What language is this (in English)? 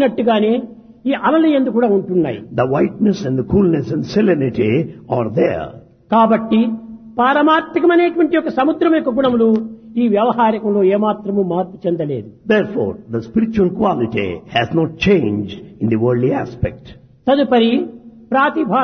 Telugu